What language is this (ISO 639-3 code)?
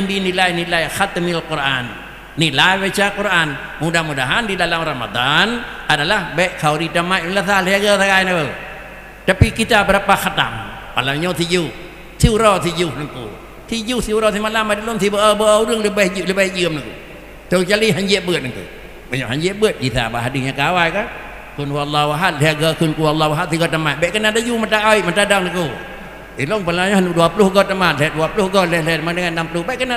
msa